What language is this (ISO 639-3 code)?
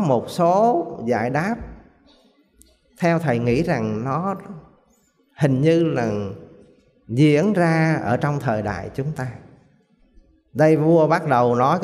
vie